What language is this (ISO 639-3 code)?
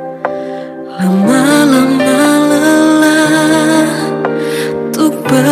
ind